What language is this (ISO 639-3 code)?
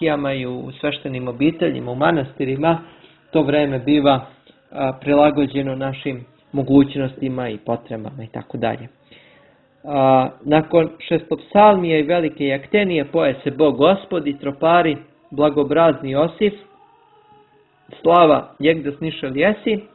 srp